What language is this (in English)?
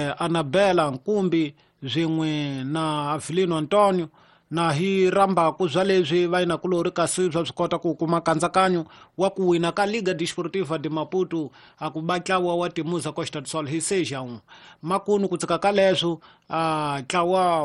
Tsonga